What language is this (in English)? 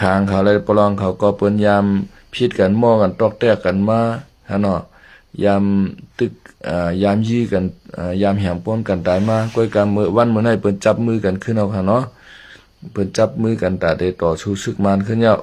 Shan